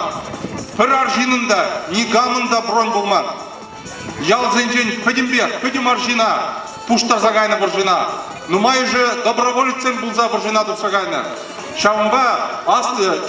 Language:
Chuvash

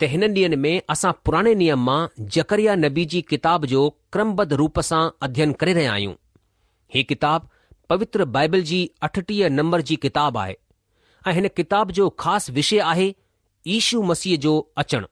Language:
Sindhi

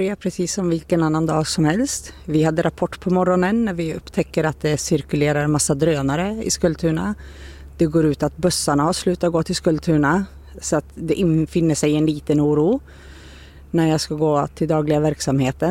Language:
Swedish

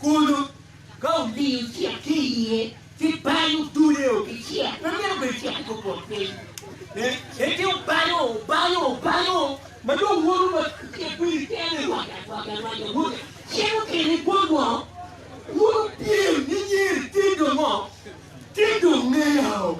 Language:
Acoli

